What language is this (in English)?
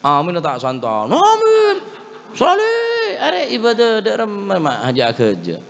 Madurese